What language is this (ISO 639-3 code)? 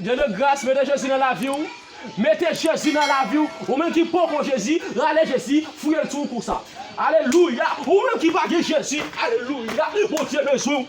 hat